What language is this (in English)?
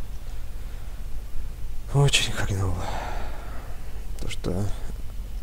Russian